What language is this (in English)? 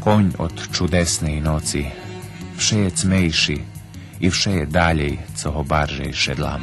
Rusyn